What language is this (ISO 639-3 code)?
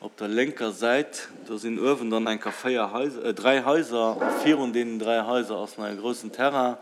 ltz